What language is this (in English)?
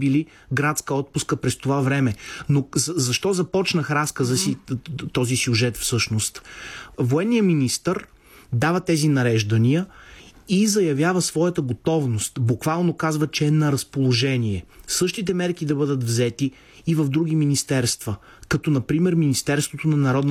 Bulgarian